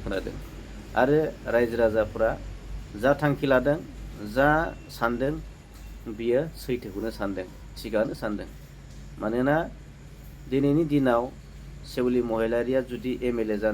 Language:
Bodo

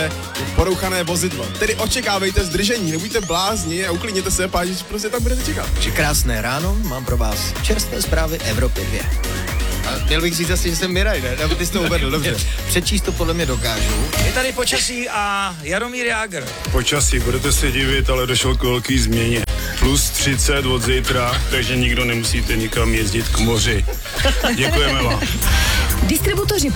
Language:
Czech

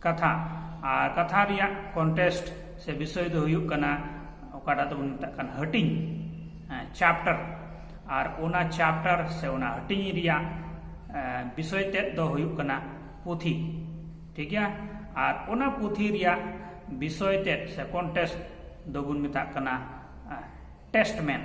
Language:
Santali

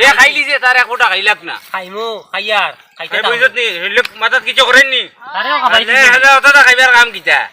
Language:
Sylheti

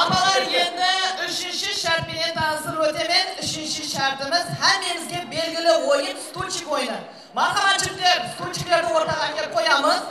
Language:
Kara-Kalpak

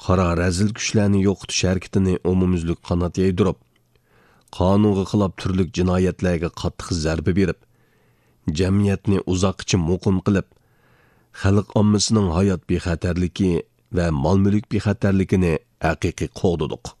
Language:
Uyghur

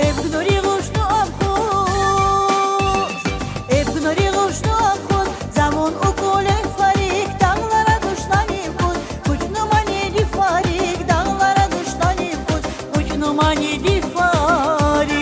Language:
Tabassaran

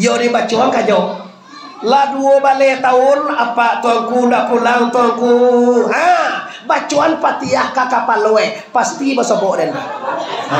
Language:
Minangkabau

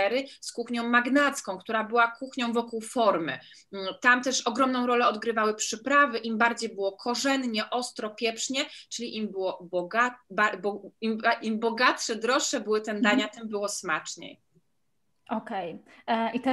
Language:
Polish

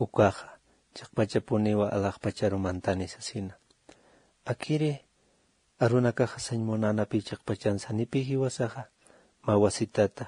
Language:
Aymara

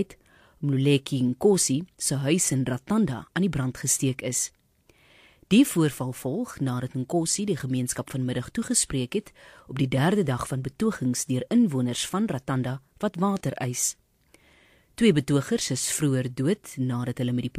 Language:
Afrikaans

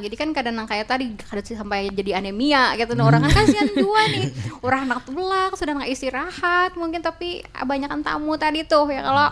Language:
Banjar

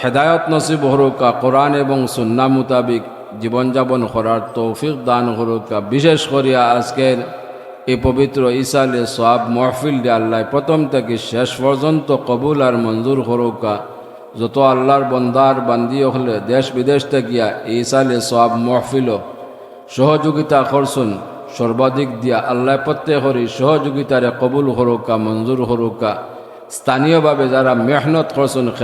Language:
Sylheti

